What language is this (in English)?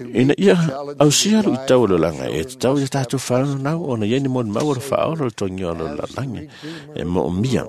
Samoan